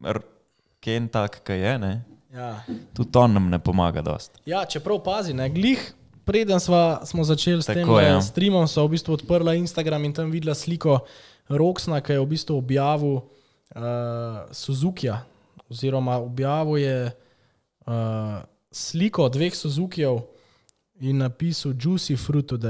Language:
Slovenian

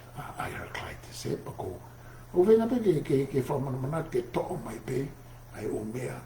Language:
Tongan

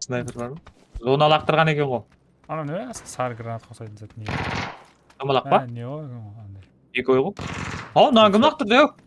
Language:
Kara-Kalpak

